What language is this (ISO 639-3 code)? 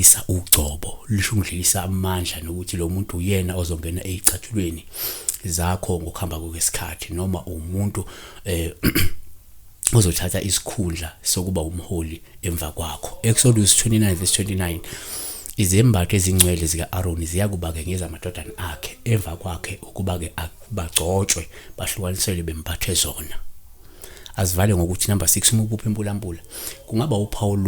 zul